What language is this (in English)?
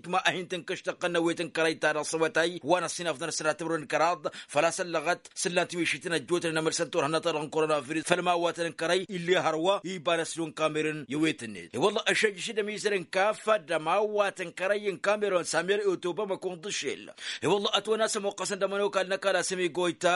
Tamasheq